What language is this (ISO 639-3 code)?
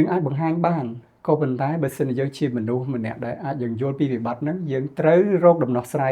khm